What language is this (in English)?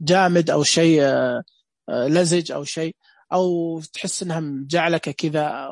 Najdi Arabic